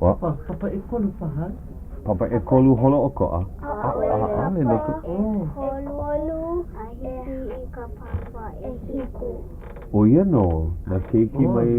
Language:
Hawaiian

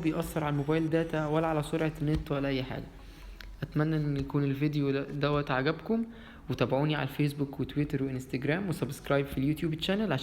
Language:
Egyptian Arabic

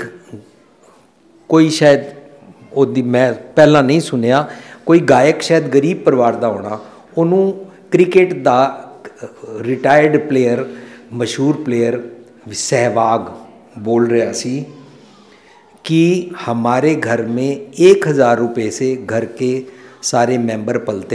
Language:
Punjabi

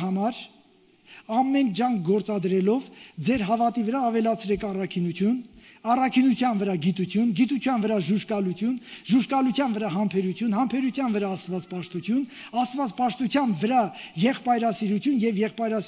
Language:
Armenian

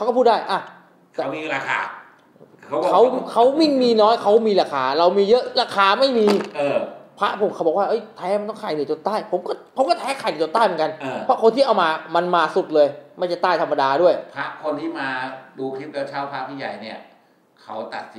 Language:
Thai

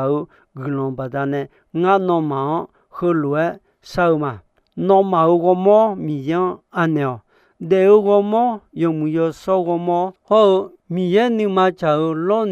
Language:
Akha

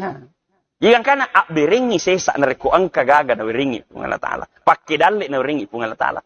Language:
Buginese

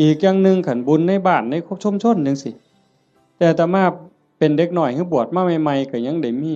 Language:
Northeastern Thai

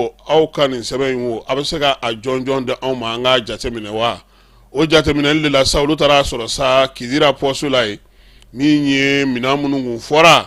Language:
Bambara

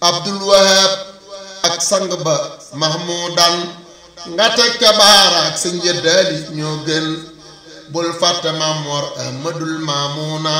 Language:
Wolof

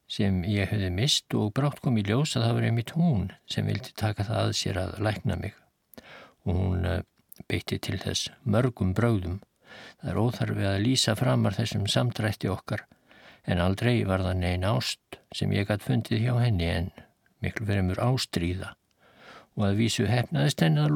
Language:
Icelandic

